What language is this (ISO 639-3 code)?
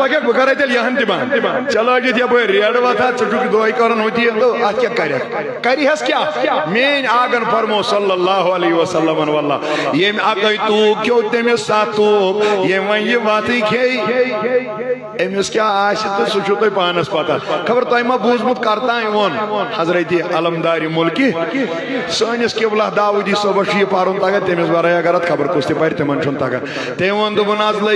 kas